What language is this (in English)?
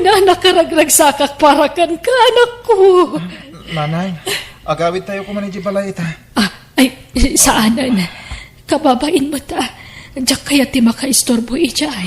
Iloko